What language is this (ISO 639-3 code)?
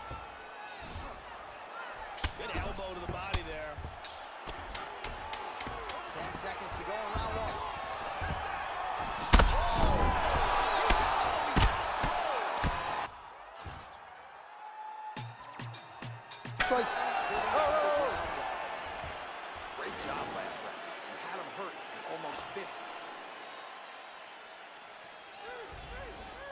eng